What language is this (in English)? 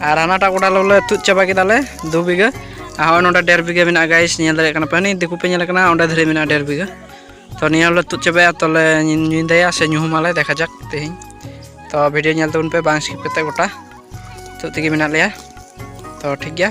Santali